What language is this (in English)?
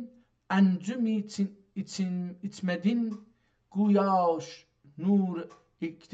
South Azerbaijani